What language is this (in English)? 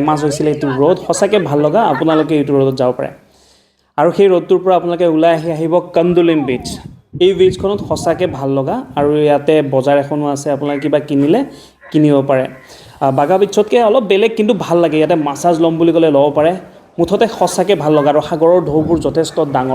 Assamese